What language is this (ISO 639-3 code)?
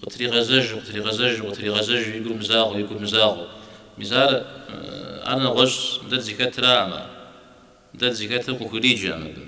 kbd